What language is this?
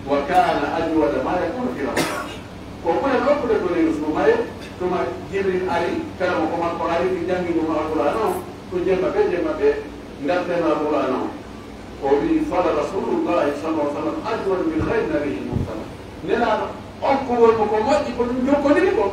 Pular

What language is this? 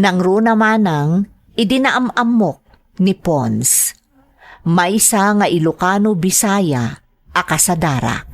Iloko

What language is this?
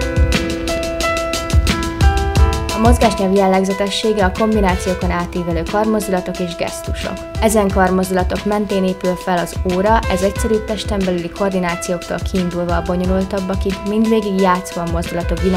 Hungarian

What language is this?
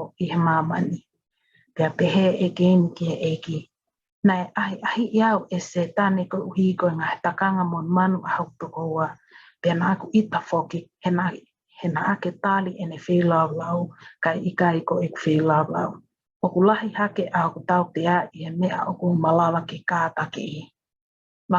Tongan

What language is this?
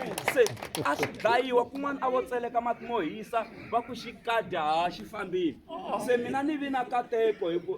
Tsonga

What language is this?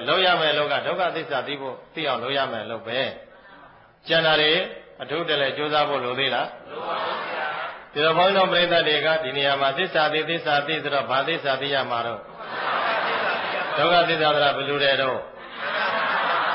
Burmese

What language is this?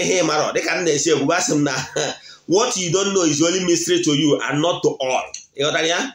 Igbo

